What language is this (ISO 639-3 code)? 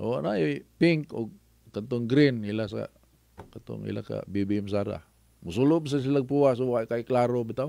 ceb